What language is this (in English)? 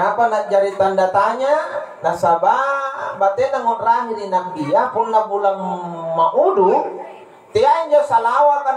Makasar